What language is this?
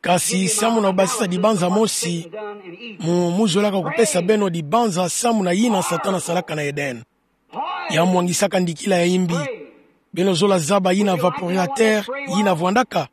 Kituba (Democratic Republic of Congo)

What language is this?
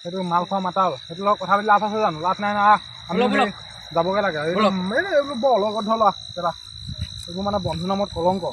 Assamese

